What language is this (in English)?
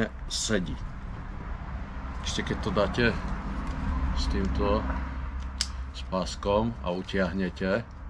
Slovak